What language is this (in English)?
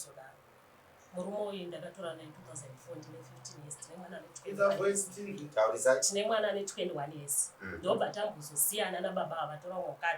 Shona